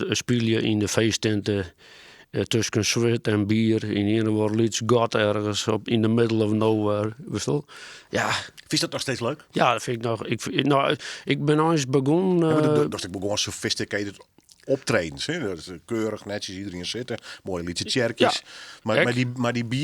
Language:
Western Frisian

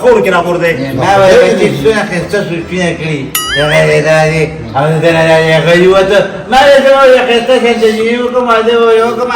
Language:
Pashto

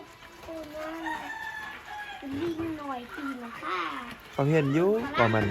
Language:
Lao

